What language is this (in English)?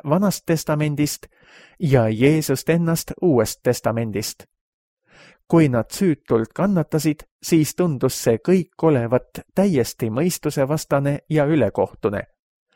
Estonian